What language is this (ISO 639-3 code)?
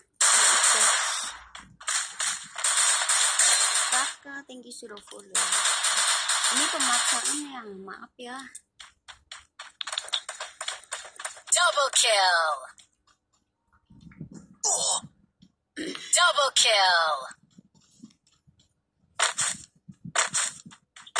ind